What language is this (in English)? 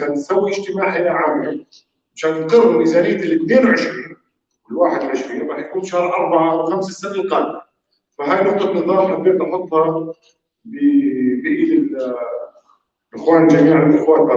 North Levantine Arabic